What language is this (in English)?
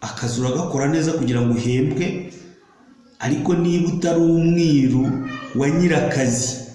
Kinyarwanda